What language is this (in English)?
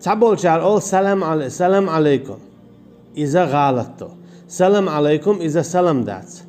Chechen